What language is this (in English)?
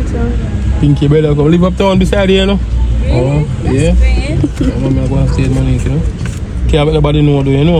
Jamaican Creole English